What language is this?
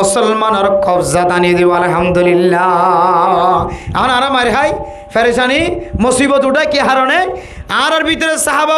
Rohingya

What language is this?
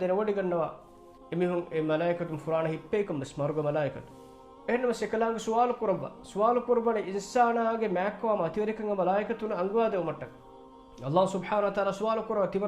Divehi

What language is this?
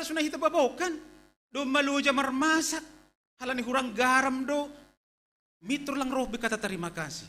Batak Simalungun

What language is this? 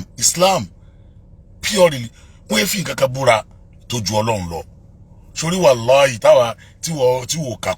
Yoruba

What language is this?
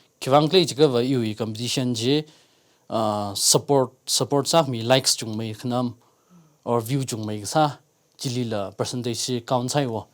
Tangkhul Naga (India)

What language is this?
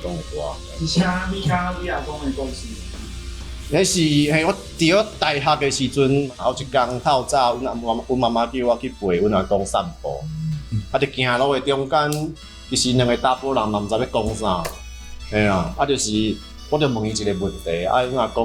Min Nan Chinese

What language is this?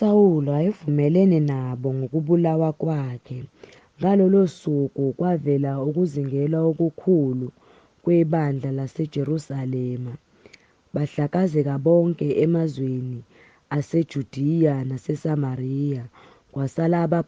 Zulu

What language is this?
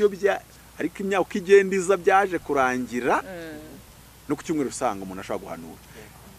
Kinyarwanda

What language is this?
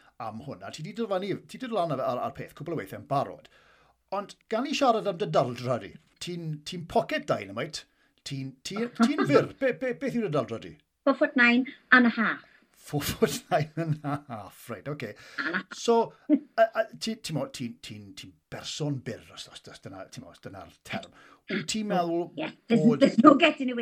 Welsh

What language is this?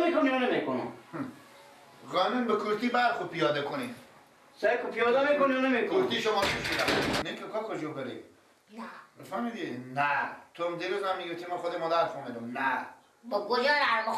Persian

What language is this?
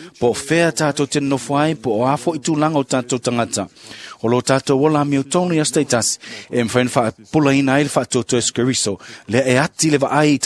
Samoan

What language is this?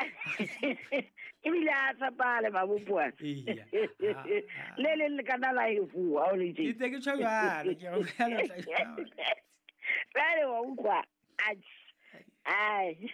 Southern Sotho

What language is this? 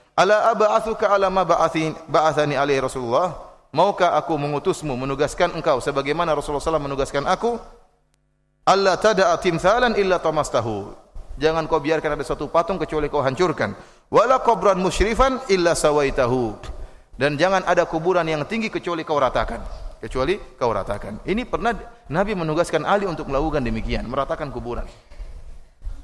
Indonesian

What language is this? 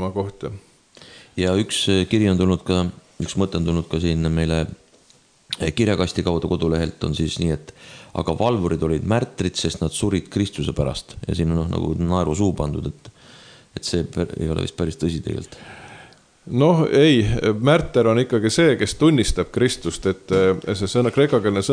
Estonian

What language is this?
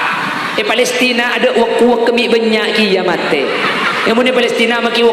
Madurese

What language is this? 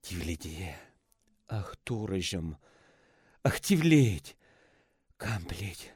Chuvash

